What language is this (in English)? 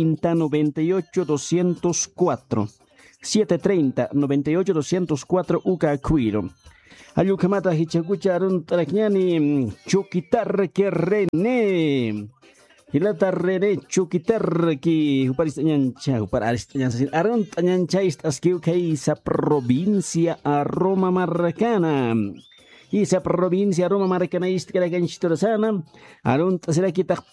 Aymara